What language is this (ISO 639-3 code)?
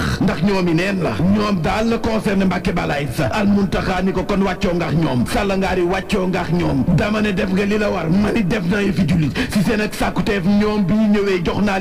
wol